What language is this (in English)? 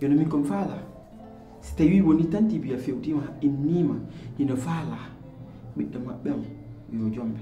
Pular